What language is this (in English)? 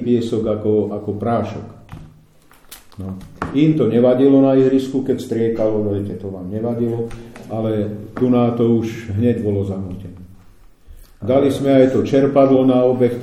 Slovak